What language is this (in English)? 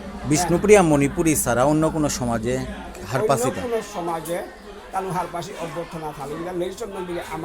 Bishnupriya